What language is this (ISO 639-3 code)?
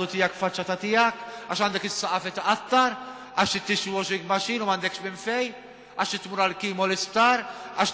mlt